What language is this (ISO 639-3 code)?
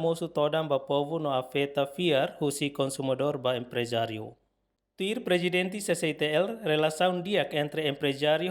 tet